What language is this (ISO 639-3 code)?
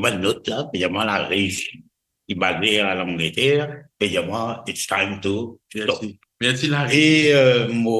mfe